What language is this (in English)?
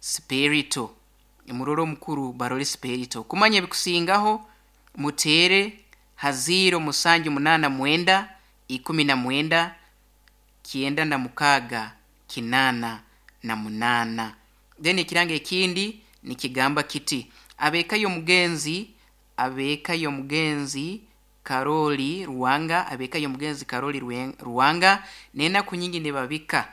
Nyankole